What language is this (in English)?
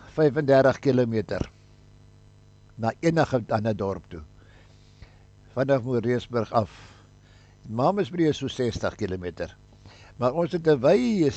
Afrikaans